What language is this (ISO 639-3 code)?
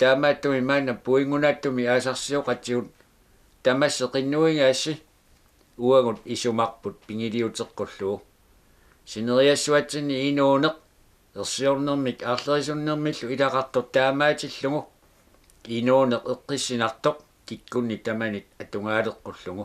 kal